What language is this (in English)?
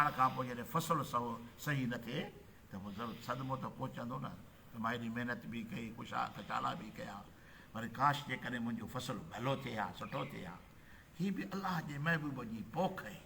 Sindhi